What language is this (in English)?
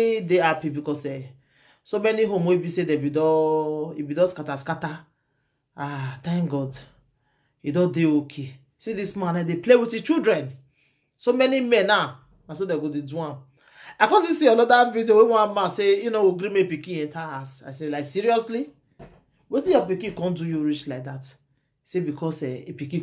Nigerian Pidgin